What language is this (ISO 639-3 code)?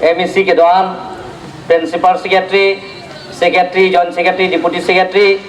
mjw